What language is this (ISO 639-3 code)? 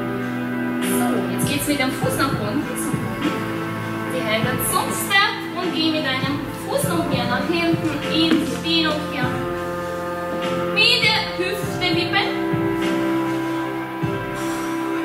deu